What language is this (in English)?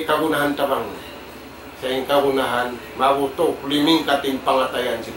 Tausug